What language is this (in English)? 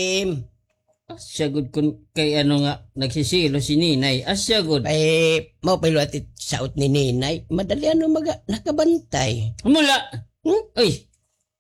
Waray